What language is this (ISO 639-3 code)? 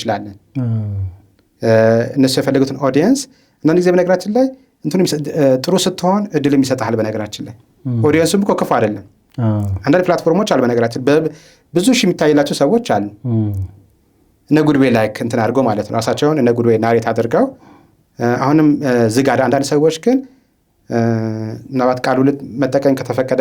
amh